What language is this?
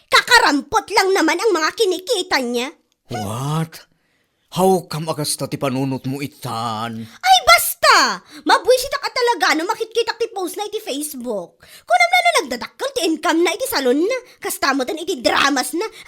Iloko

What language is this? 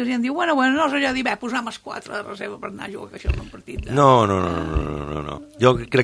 Catalan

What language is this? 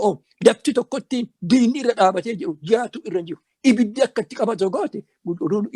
Oromo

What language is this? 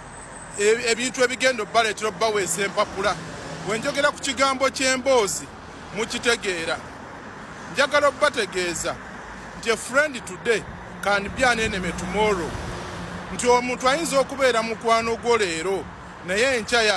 Ganda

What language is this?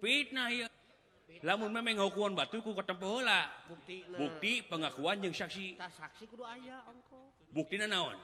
Sundanese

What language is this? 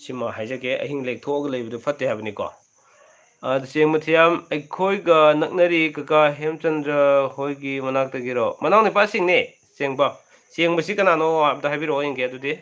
Manipuri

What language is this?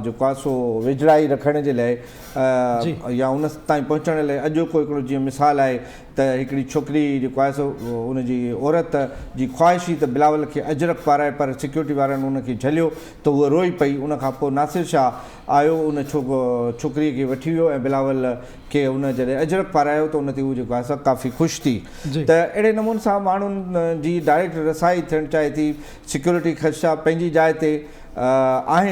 Sindhi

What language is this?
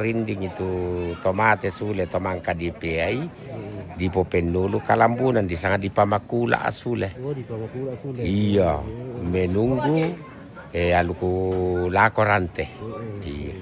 Toraja-Sa'dan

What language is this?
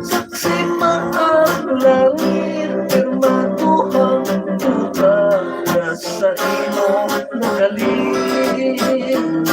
Hiligaynon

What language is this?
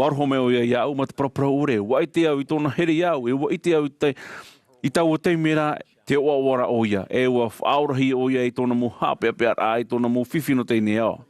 Tahitian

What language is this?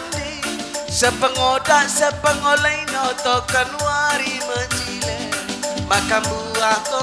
Batak Karo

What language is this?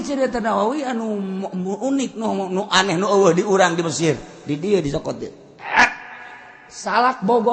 Sundanese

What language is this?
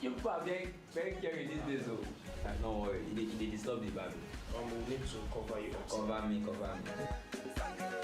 Nigerian Pidgin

